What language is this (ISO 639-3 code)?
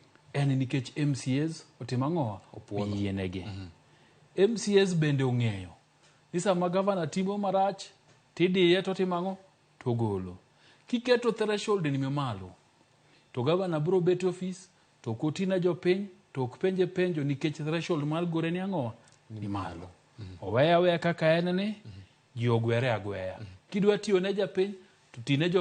luo